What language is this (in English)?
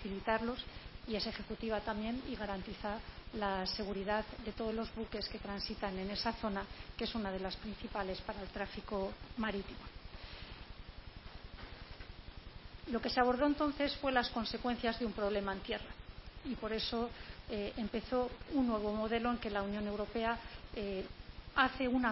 Spanish